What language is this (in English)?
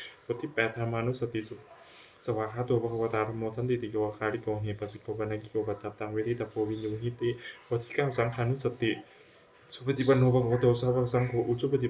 Pali